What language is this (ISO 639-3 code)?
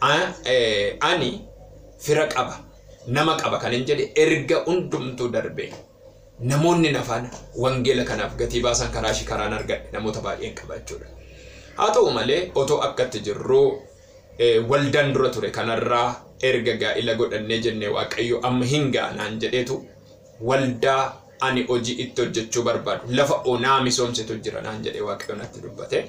orm